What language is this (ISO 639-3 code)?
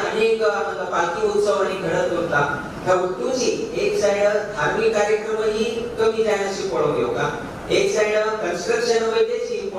kok